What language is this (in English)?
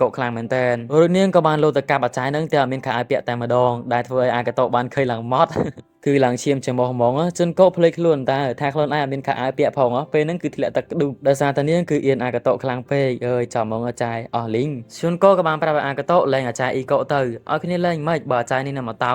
Khmer